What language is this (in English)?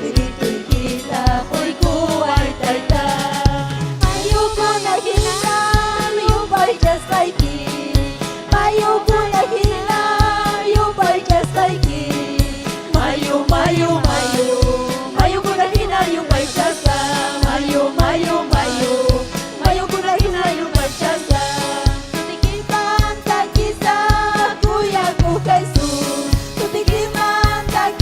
Ayacucho Quechua